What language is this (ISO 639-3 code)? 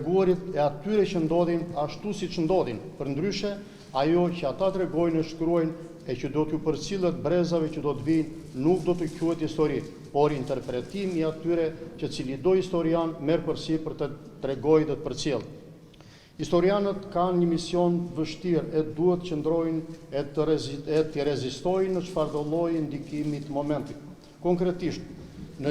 sqi